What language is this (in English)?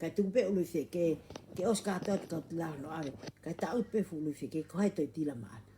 Tongan